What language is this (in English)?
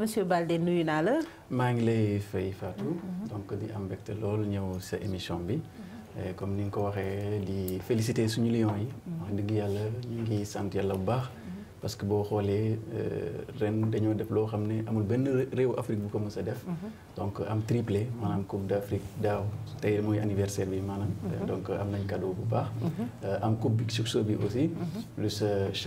Wolof